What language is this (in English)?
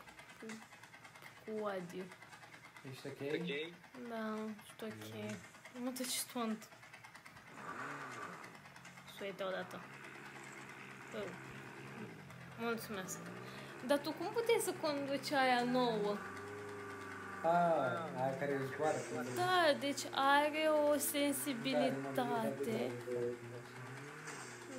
Romanian